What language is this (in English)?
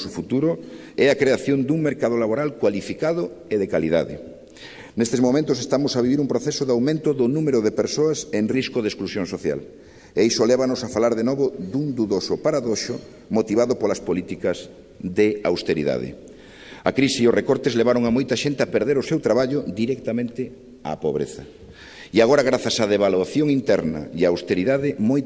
Galician